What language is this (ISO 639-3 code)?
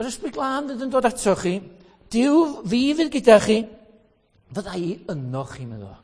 cym